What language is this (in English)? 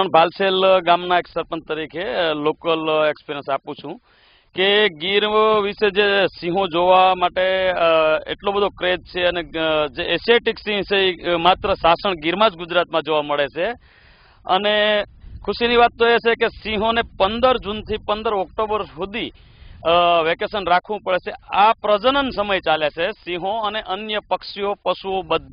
Gujarati